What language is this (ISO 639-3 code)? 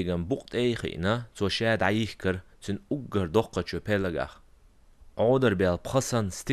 che